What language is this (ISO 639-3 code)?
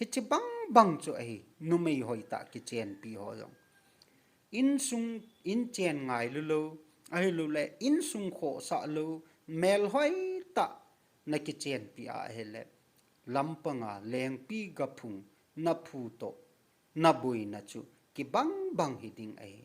tcz